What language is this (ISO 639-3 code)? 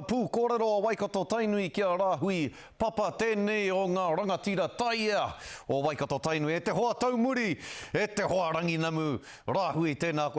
mri